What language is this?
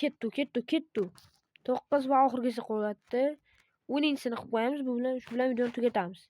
Uzbek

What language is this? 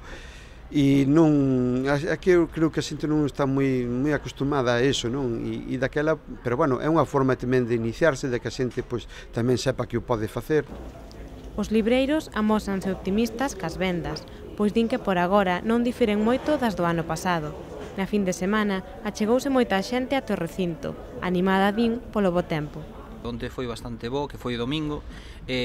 Galician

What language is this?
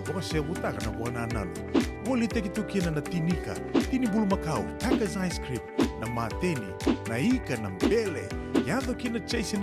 Fijian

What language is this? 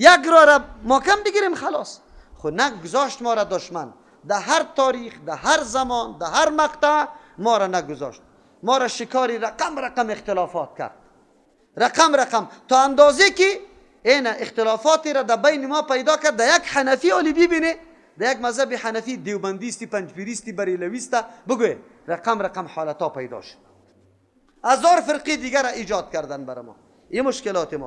Persian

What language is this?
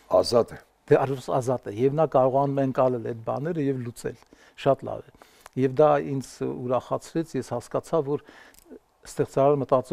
Armenian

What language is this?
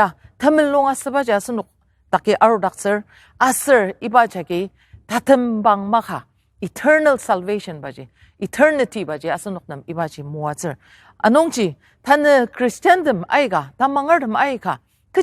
Ao Naga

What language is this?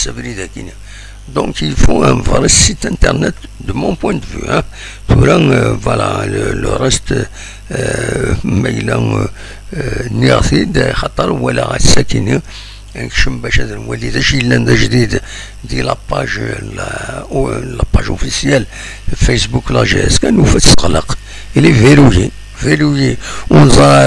Kabyle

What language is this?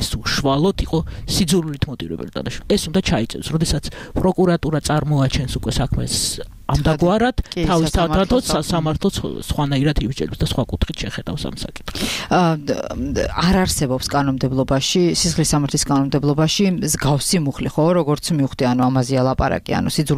Georgian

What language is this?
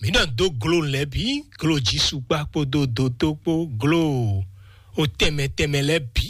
Fon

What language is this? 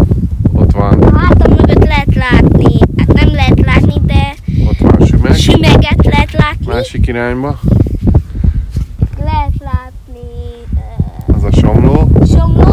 Hungarian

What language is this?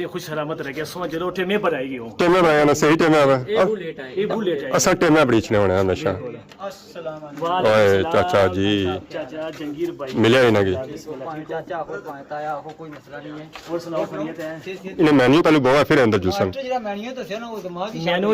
Pahari-Potwari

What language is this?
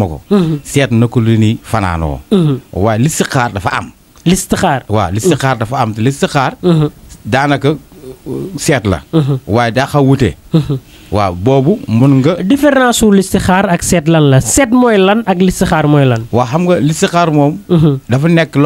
Wolof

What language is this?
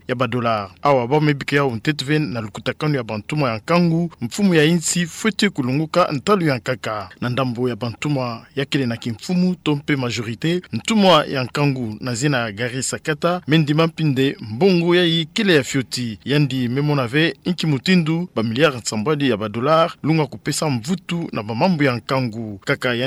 Kituba (Democratic Republic of Congo)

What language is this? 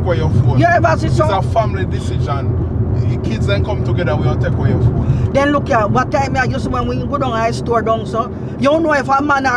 Jamaican Creole English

